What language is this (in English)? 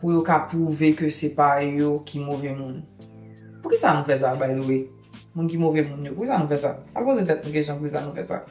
Haitian Creole